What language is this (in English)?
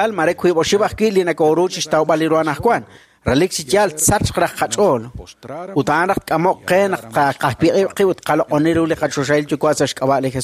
Kekchí